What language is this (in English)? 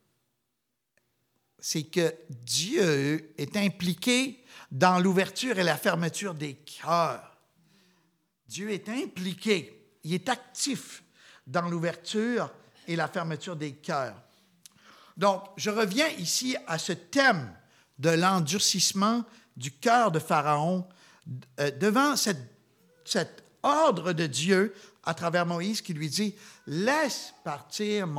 French